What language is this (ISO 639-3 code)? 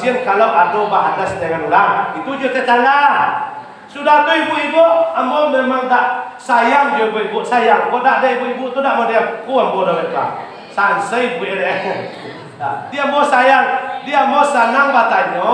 min